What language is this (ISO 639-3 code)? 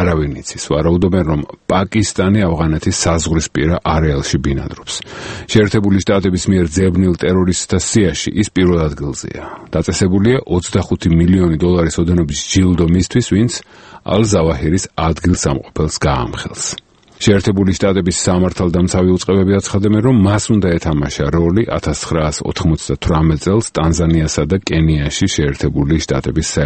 kat